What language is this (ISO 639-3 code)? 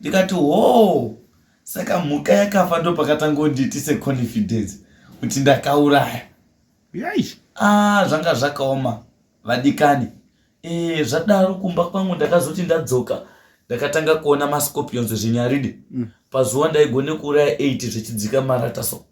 sna